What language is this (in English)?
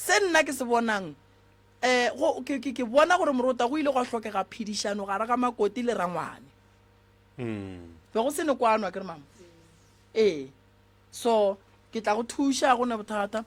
Northern Sotho